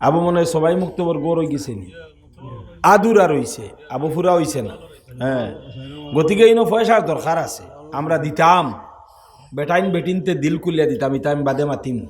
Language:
Sylheti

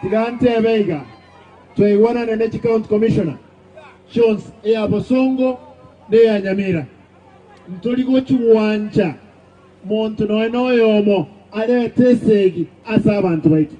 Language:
Gusii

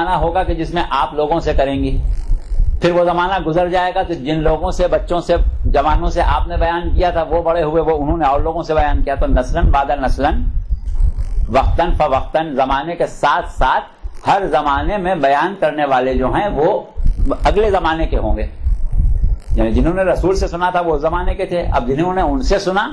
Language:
Urdu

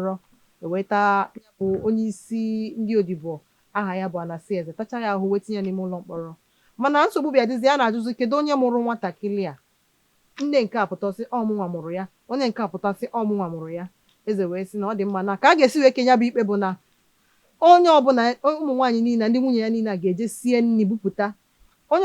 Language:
Igbo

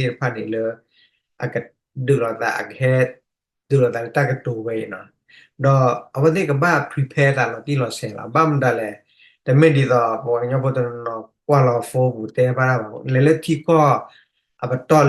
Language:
S'gaw Karen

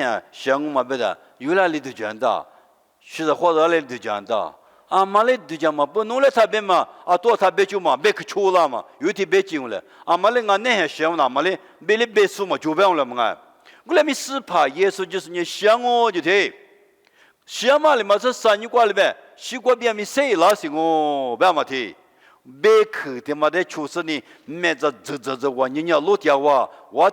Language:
Lisu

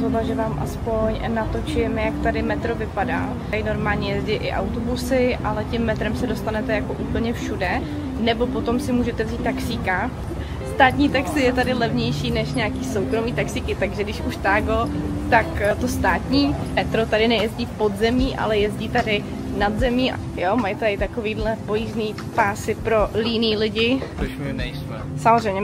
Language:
Czech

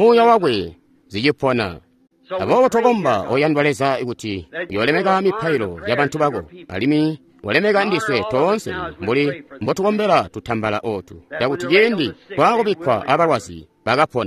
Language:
Tonga (Zambia)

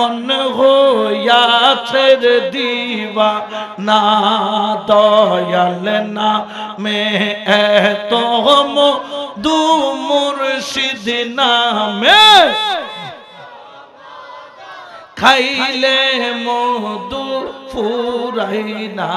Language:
Bangla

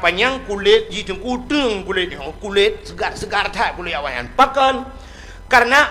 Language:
Achinese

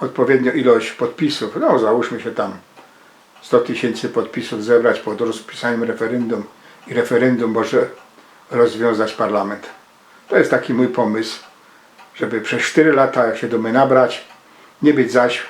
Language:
Silesian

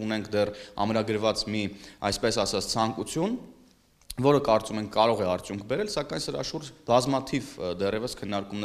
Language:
Armenian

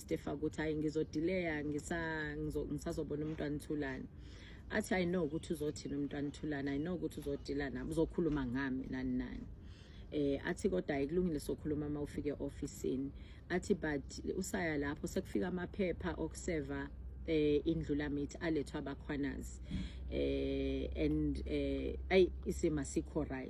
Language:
Zulu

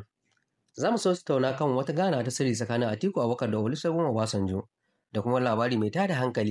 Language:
Hausa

